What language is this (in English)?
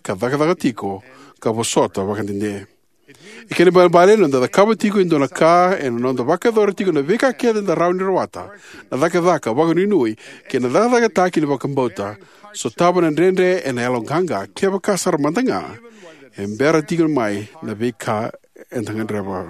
Fijian